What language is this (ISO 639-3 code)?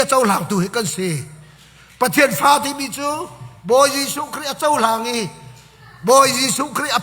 cnh